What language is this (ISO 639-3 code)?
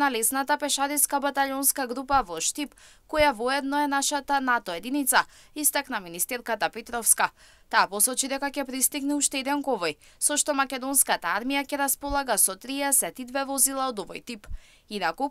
mkd